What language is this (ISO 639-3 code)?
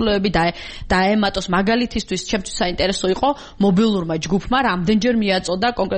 kat